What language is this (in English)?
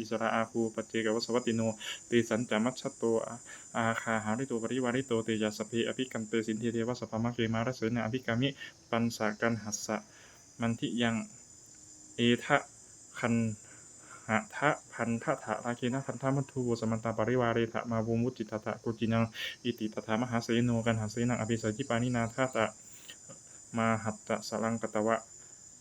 Pali